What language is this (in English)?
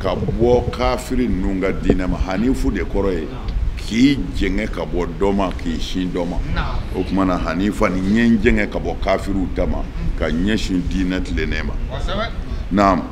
Bambara